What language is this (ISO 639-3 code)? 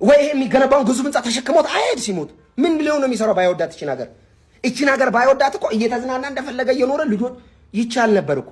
amh